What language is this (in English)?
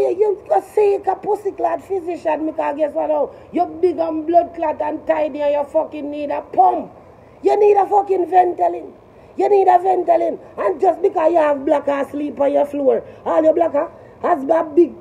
Jamaican Creole English